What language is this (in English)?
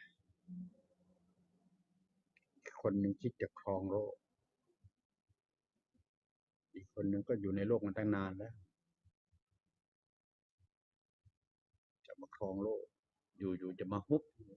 Thai